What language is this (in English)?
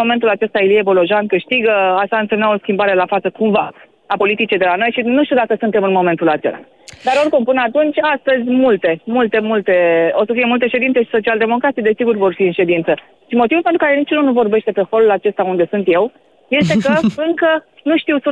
Romanian